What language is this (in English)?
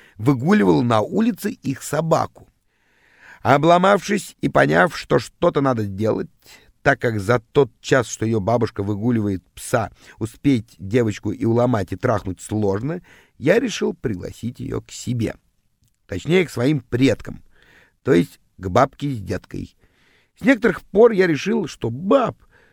Russian